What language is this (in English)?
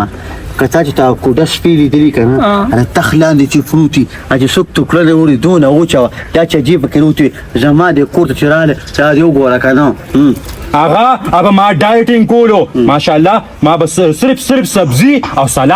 Pashto